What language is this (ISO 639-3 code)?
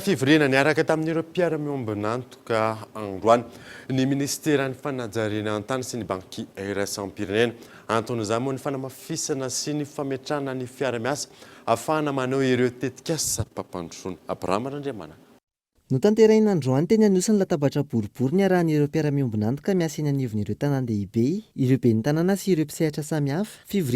mlg